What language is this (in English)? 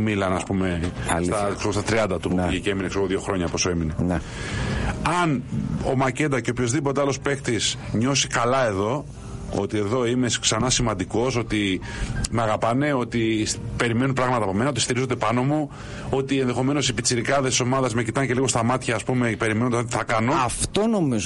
Greek